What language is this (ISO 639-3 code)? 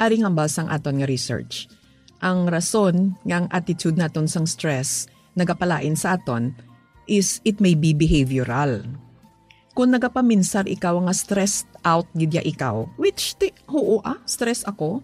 hil